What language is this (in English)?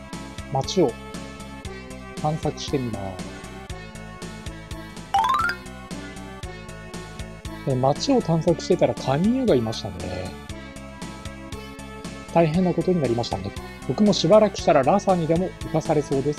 Japanese